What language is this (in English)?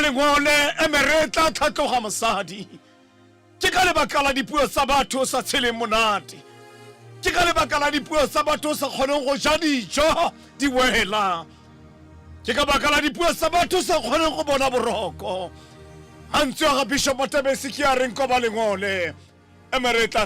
Tswana